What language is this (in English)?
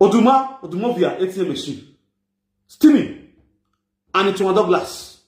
Nigerian Pidgin